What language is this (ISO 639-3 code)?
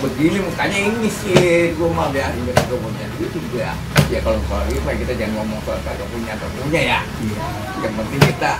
bew